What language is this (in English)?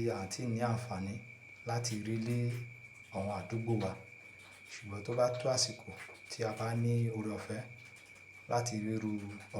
Yoruba